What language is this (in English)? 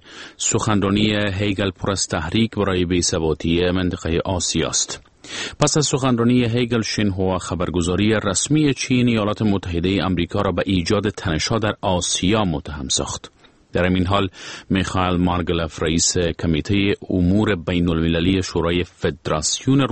Persian